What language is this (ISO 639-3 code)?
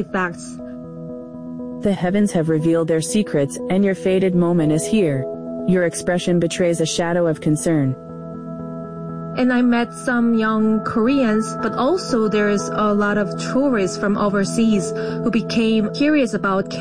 eng